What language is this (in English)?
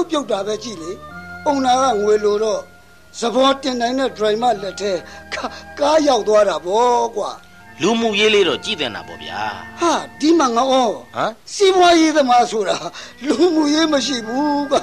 Burmese